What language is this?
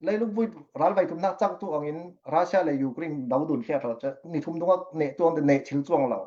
Falam Chin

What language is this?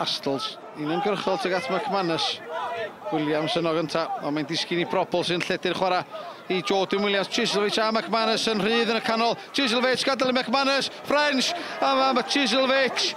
Welsh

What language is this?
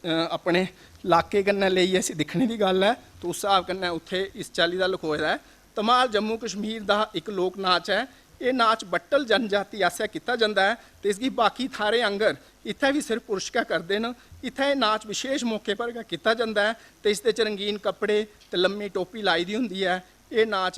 Dogri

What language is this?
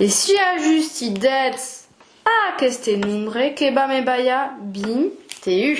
Occitan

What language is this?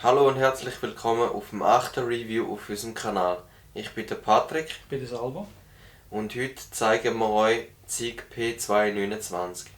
Swiss German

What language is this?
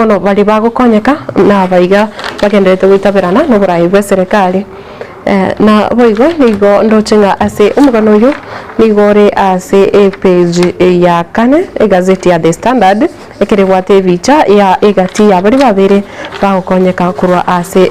Gusii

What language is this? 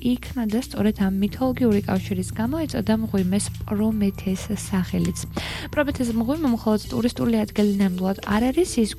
Georgian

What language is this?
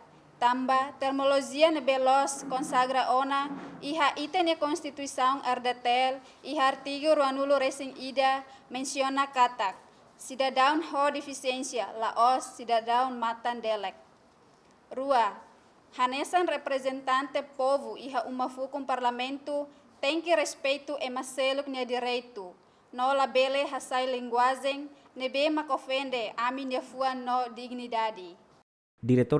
Tetum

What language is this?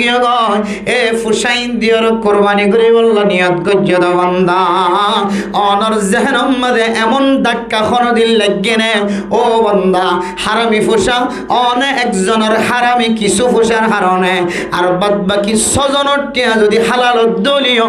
Rohingya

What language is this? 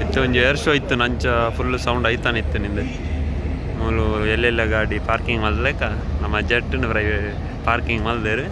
Tulu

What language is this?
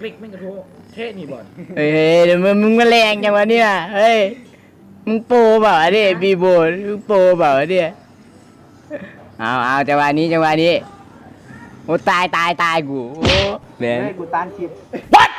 Lao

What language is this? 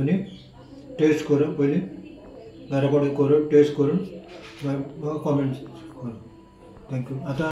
Konkani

